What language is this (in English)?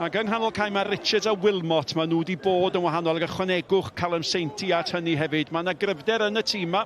Welsh